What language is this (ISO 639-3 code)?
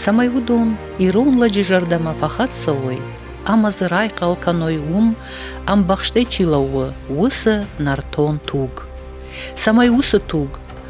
oss